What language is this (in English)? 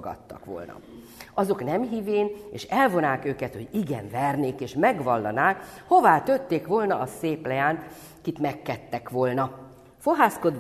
Hungarian